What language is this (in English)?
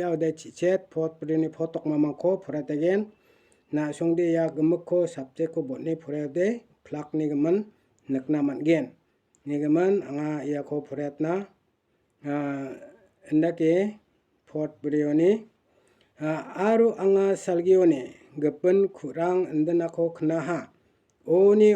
Garo